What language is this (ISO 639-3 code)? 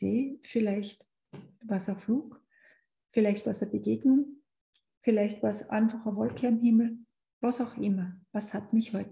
deu